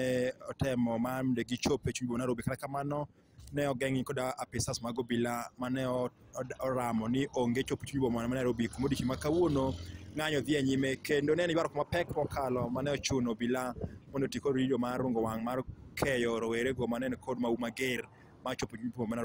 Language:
Luo (Kenya and Tanzania)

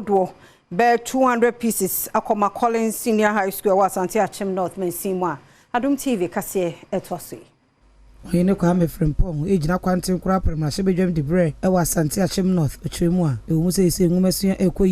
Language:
Akan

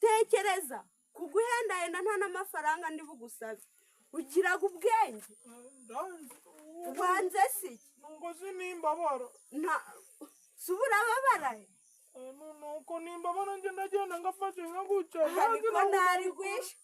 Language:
Kinyarwanda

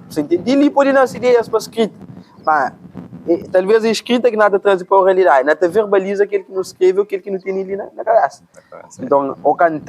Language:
Kabuverdianu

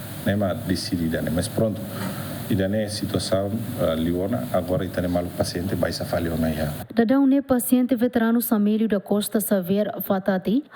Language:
Tetum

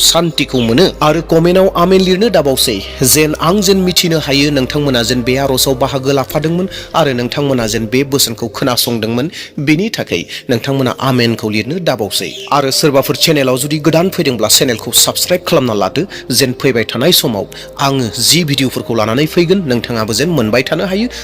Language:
Bodo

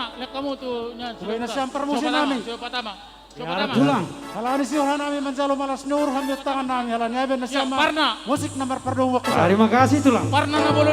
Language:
Batak Simalungun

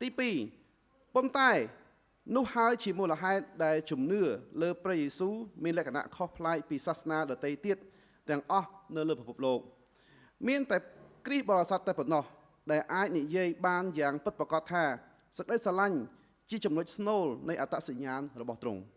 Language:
Khmer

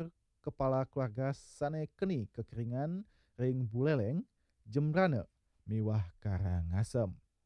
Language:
Balinese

